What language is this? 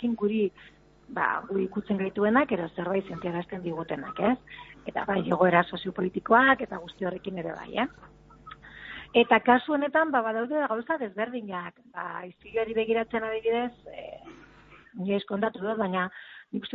Basque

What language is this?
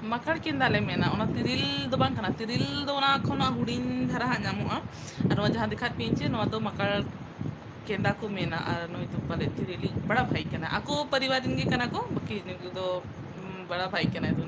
Santali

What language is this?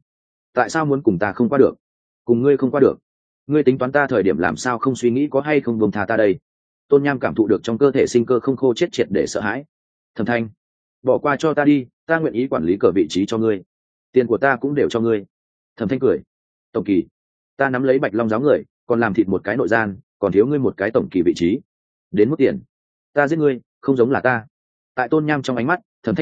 Vietnamese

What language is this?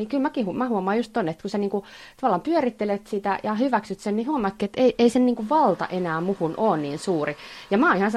Finnish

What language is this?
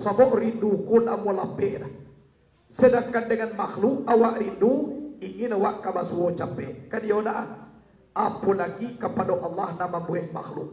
Minangkabau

